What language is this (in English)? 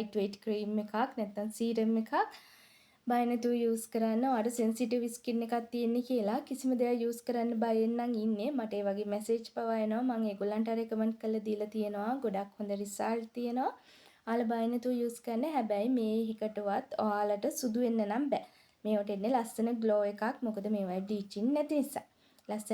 Sinhala